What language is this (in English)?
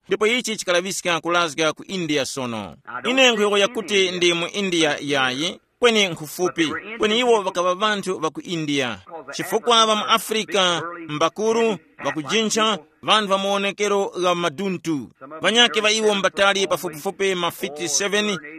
Tumbuka